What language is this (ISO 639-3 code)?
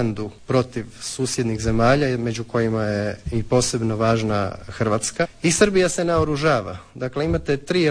hrv